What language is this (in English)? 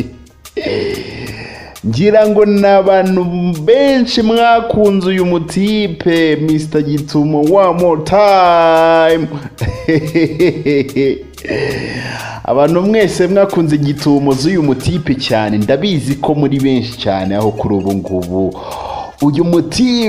Kinyarwanda